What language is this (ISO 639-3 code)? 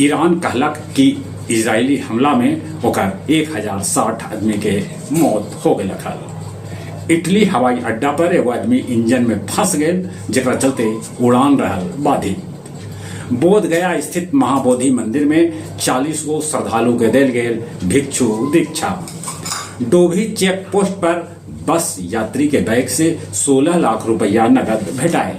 mag